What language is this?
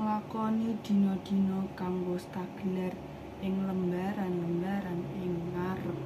Javanese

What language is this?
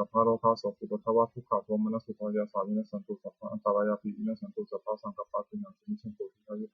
Pali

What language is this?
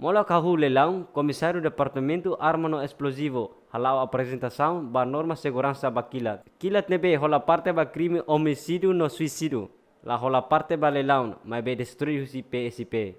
Tetum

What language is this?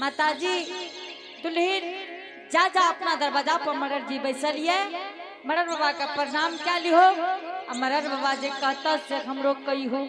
Angika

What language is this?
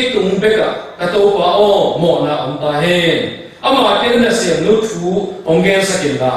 Tedim Chin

